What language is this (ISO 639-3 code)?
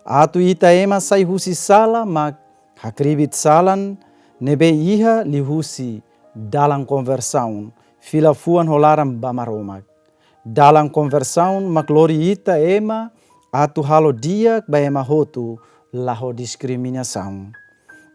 tet